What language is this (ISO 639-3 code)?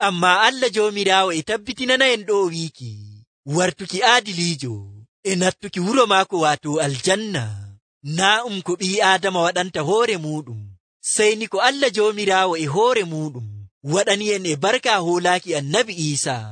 fuv